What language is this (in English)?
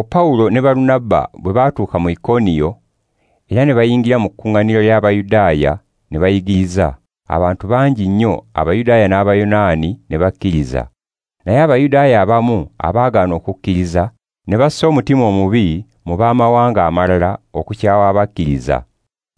Ganda